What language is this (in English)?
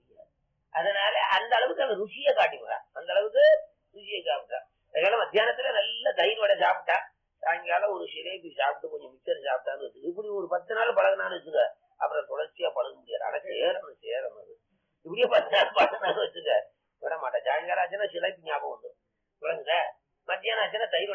Tamil